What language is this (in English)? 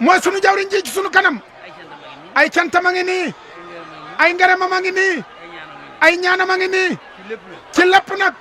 Wolof